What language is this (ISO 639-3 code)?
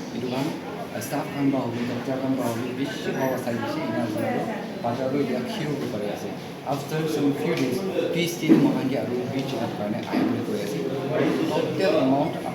nag